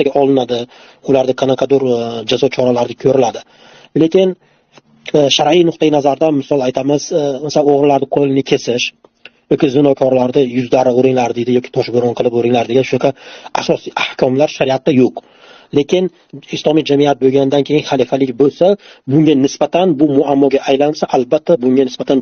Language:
Uzbek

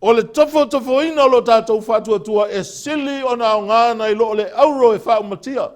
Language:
Samoan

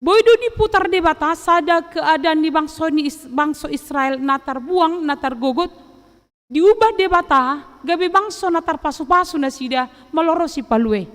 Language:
Batak Toba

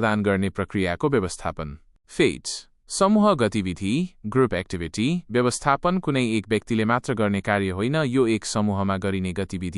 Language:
Nepali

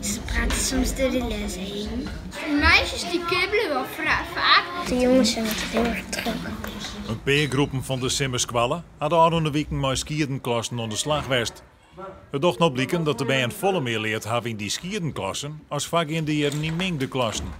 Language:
Western Frisian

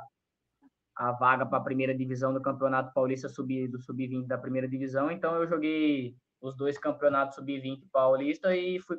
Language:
Portuguese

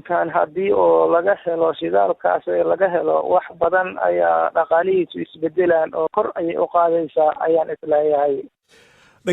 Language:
Somali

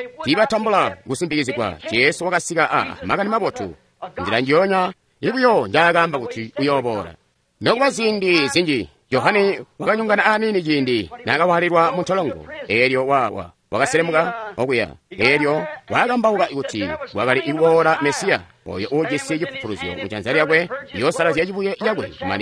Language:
Tonga (Zambia)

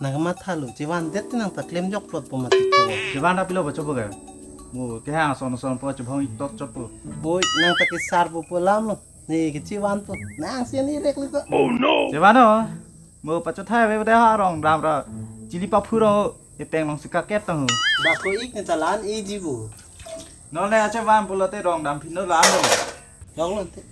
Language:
Karbi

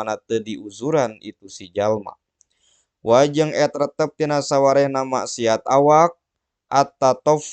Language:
Sundanese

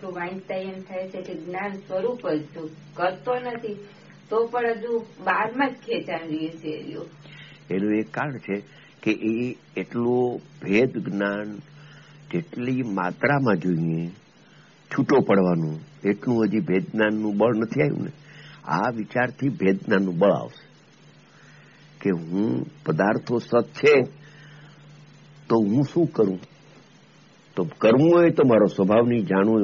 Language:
Gujarati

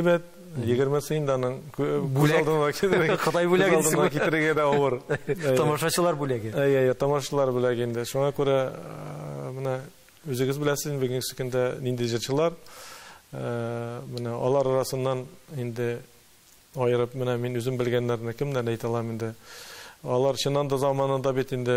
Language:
Tatar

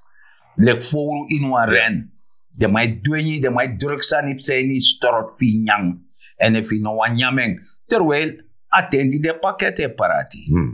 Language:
Sranan Tongo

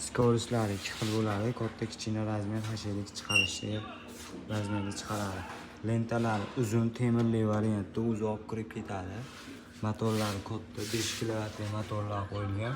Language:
Uzbek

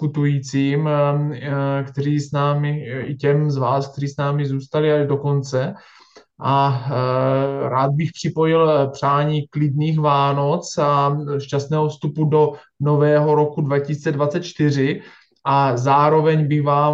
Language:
Czech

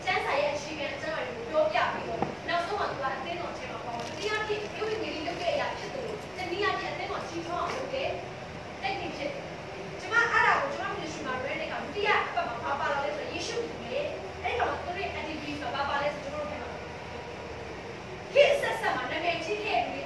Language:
Burmese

